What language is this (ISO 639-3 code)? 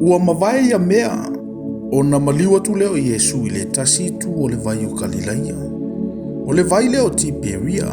smo